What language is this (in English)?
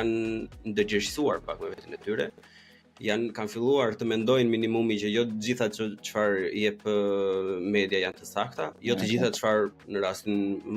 Albanian